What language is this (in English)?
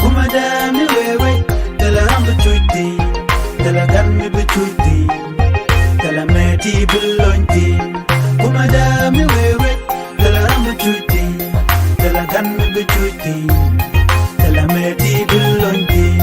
Nuer